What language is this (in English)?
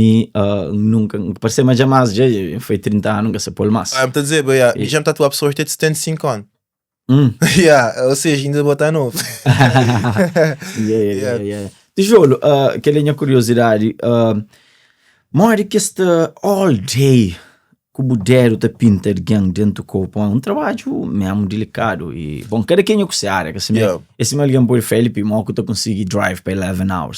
Kabuverdianu